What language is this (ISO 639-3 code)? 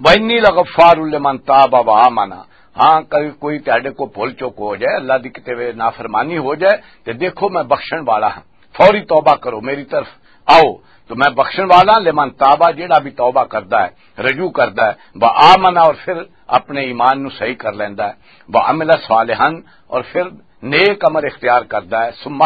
lah